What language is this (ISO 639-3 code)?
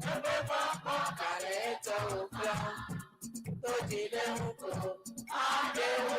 ewe